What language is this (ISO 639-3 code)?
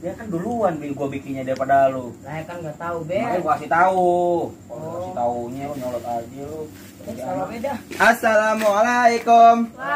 bew